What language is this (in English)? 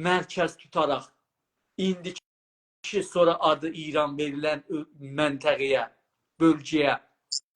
South Azerbaijani